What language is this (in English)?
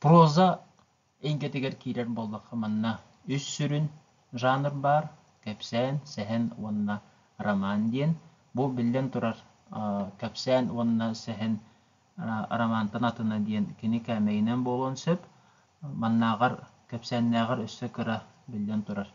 Yakut